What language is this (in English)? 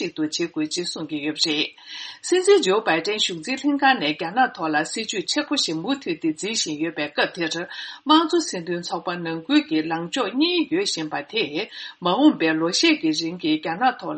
Tibetan